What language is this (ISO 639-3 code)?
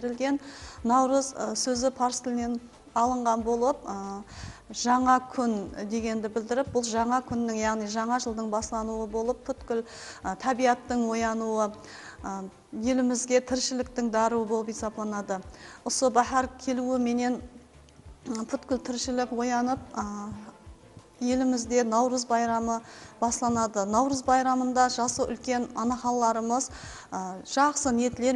kaa